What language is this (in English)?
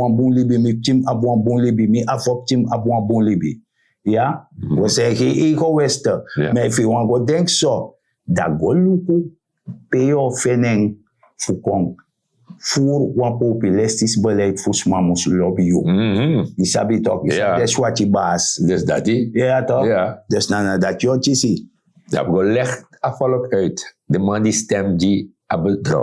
Sranan Tongo